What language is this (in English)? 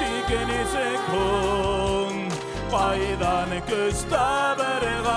Bashkir